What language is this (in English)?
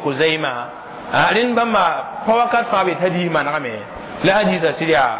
Mossi